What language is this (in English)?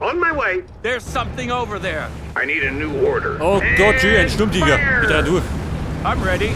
Bavarian